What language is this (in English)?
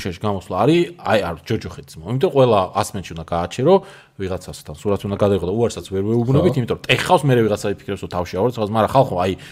Georgian